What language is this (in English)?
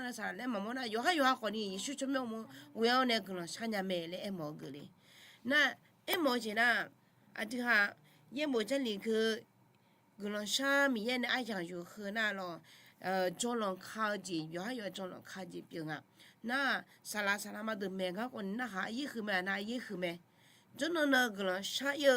Akha